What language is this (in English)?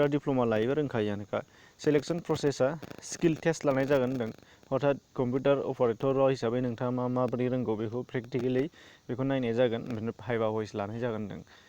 Bodo